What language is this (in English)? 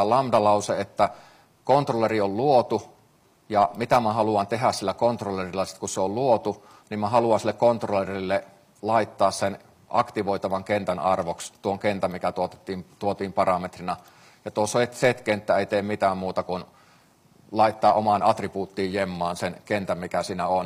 Finnish